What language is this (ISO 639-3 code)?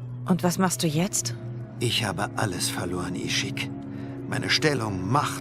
gsw